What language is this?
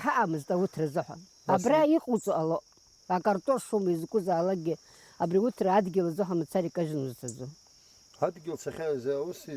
Abkhazian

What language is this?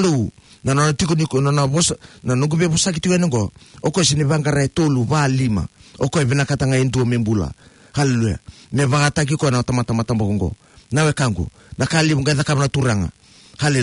Fijian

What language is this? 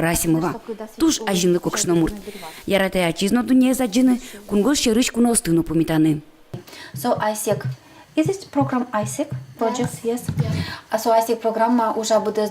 Udmurt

